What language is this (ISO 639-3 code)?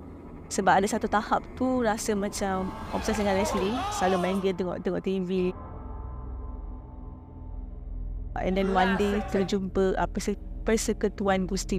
msa